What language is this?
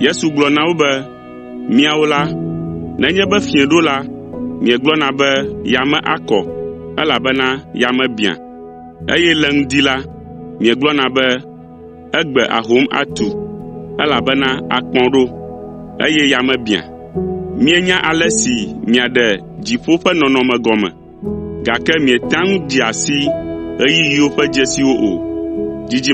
Ewe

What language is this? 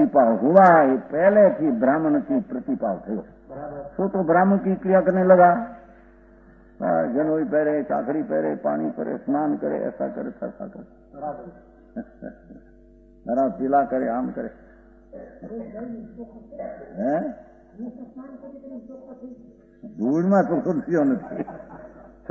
Gujarati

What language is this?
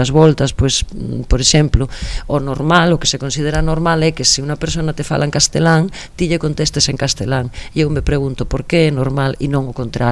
Galician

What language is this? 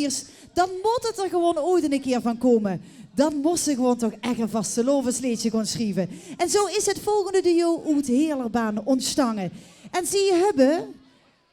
Limburgish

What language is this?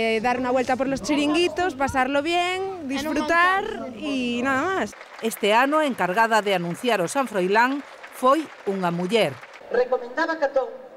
Galician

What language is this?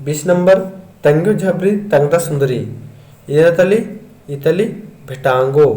Kurukh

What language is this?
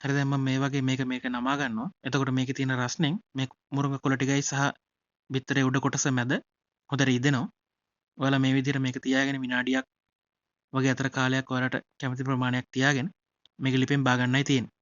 Sinhala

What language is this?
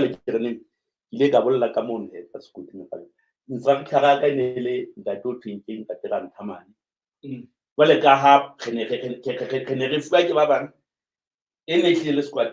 Southern Sotho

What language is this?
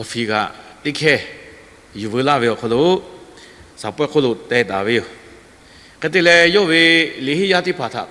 Lahu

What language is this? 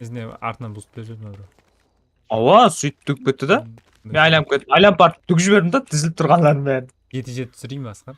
Kara-Kalpak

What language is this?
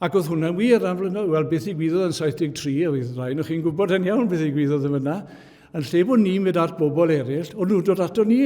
Welsh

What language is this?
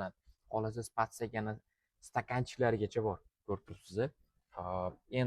Uzbek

